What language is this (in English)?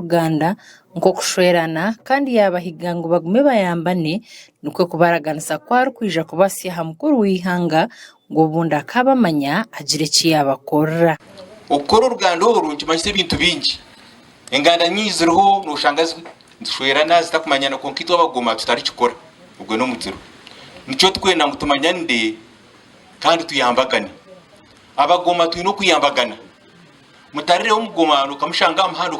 Nyankole